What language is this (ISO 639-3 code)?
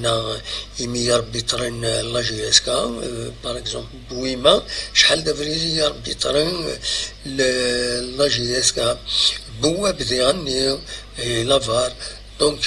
kab